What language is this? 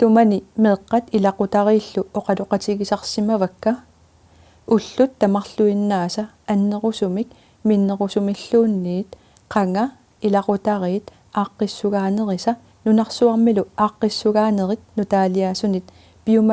Kalaallisut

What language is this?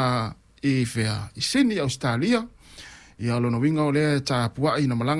Samoan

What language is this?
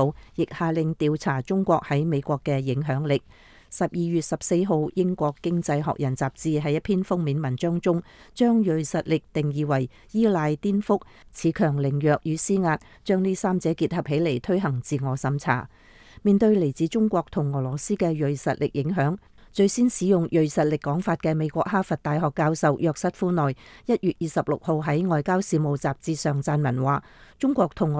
Cantonese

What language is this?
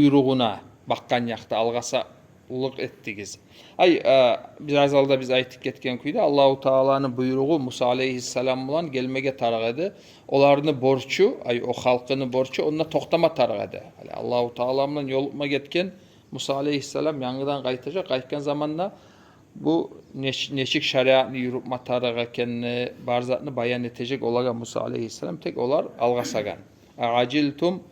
Kumyk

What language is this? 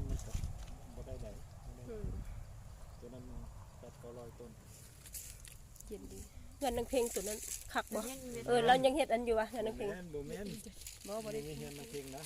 Lao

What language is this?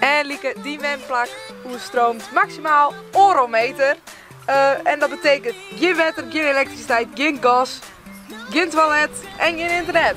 Western Frisian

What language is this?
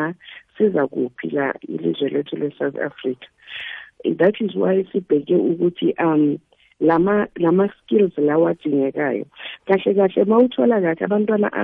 South Ndebele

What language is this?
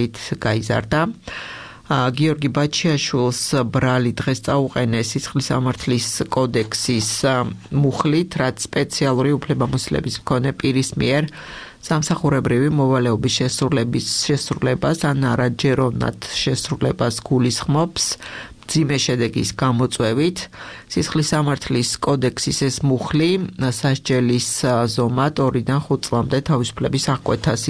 Georgian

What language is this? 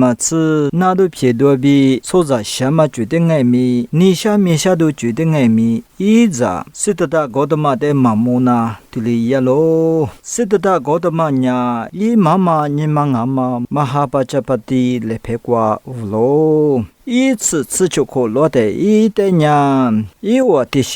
Lisu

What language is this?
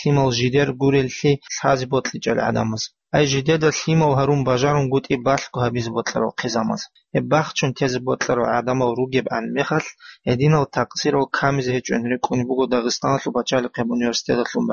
Avaric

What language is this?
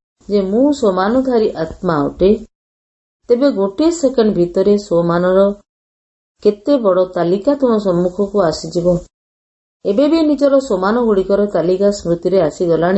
Odia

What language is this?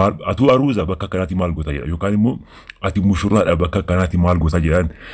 Oromo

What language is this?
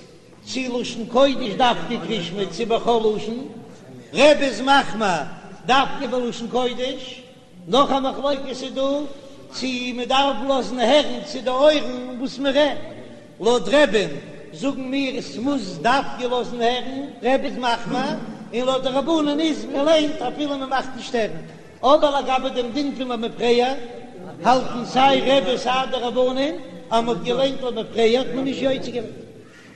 Yiddish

